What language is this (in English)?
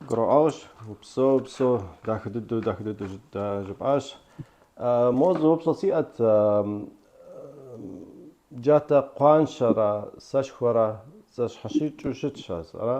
Kabardian